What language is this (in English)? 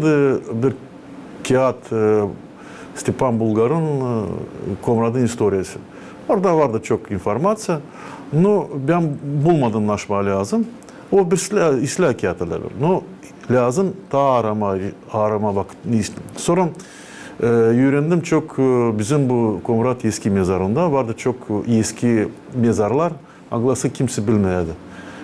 Gagauz